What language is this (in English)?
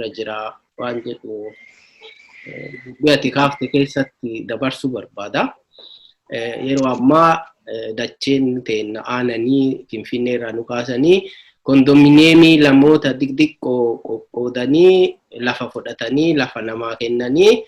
Oromo